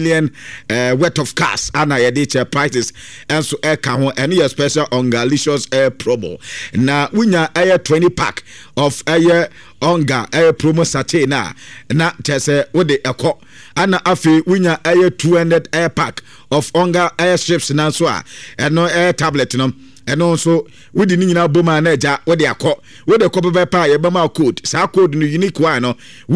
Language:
Akan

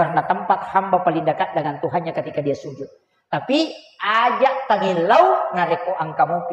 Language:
Buginese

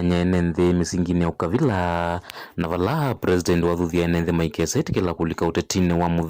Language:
Kamba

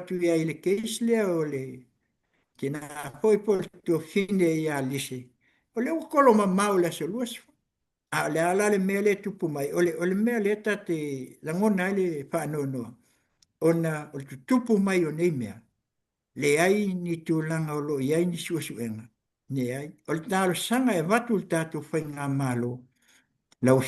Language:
Samoan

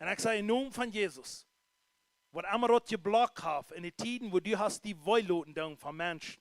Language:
Plautdietsch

